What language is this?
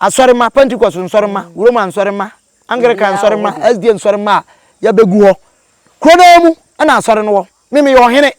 Akan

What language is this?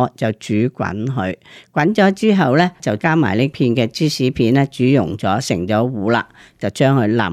Cantonese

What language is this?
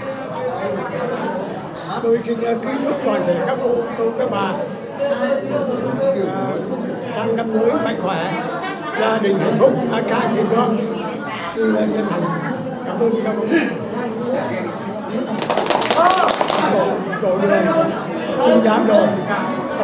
Vietnamese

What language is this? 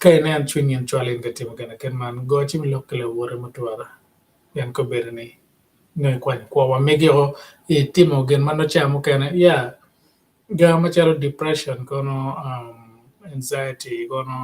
Acoli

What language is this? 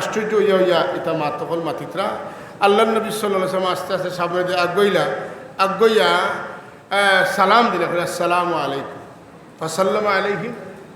Sylheti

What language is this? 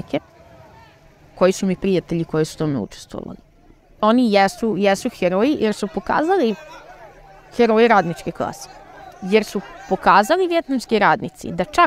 Serbian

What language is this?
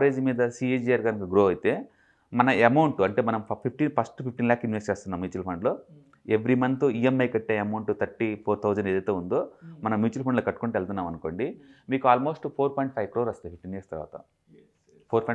Telugu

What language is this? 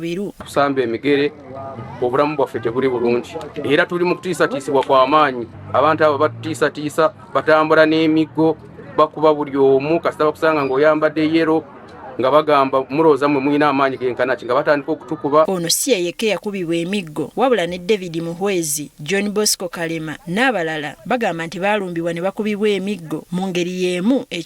Ganda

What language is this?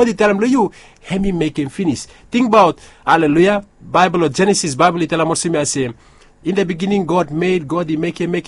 Bislama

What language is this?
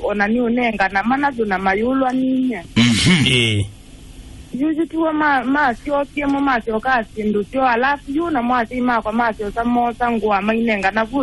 Kamba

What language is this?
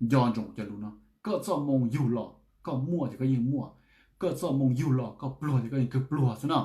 Hmong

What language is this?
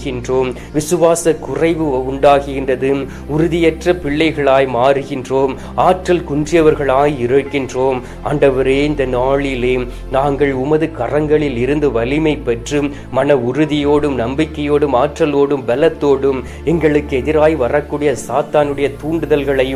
Tamil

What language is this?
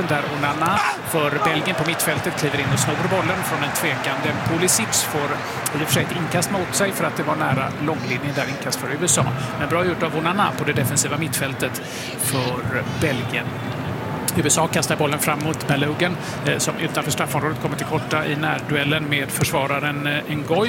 Swedish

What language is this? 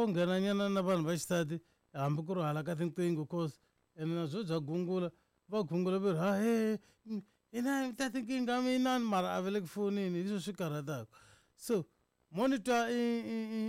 Tsonga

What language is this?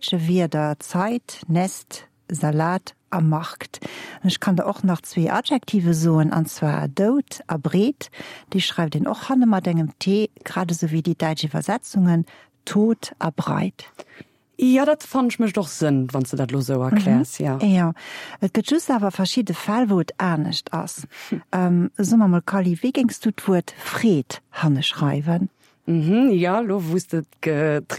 Luxembourgish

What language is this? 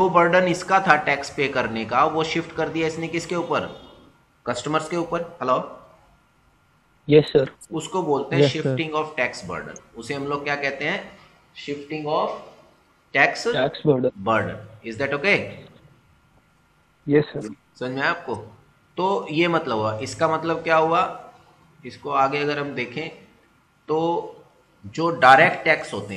Hindi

